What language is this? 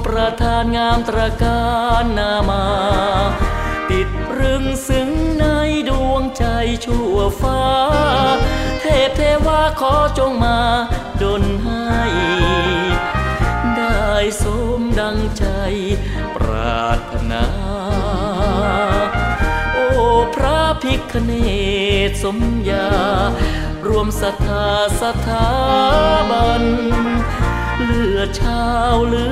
Thai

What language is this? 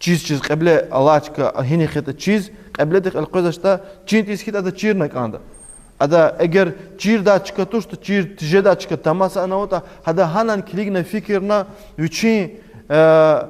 Lezghian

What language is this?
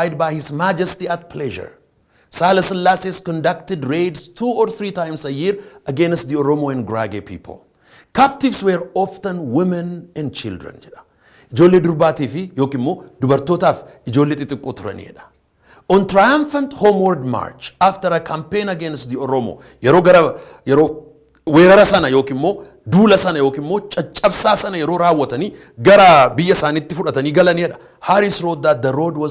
Oromo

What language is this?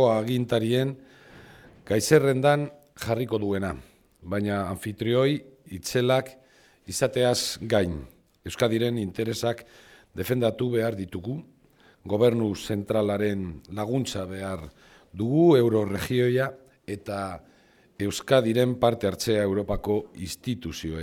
Basque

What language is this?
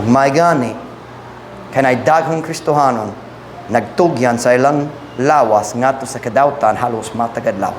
Cebuano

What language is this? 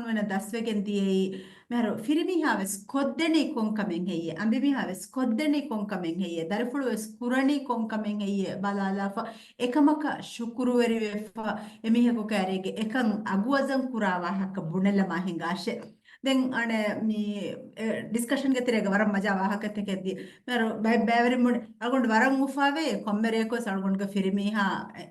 Divehi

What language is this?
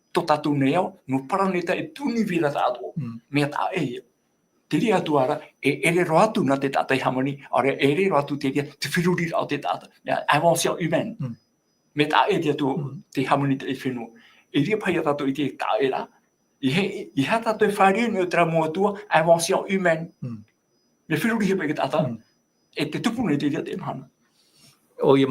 Tahitian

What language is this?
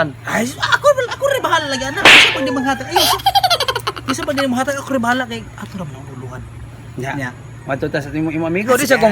Cebuano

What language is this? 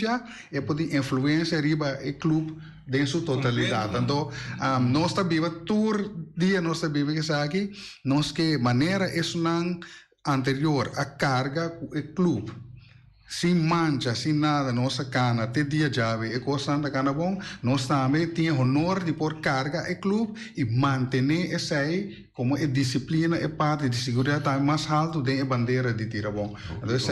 Papiamento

